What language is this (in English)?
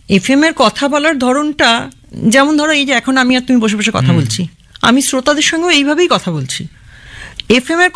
Bangla